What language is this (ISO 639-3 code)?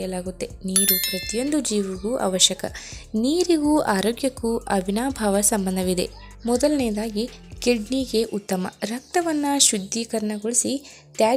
kan